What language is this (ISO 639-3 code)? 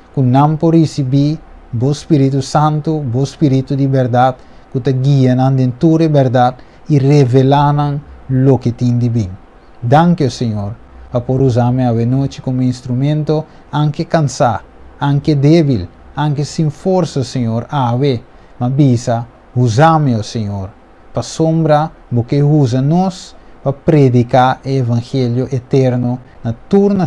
pap